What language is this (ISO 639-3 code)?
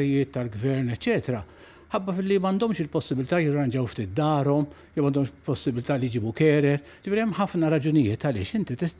mlt